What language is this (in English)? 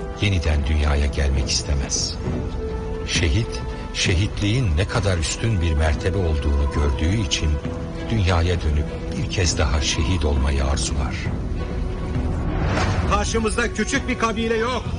Turkish